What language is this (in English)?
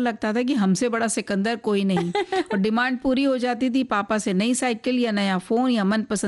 Hindi